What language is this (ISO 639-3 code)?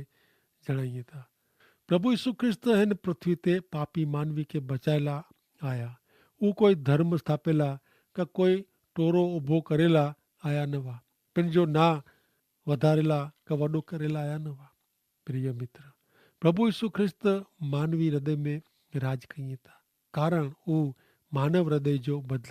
kfr